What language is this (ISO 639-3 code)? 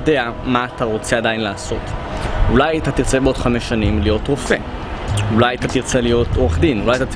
heb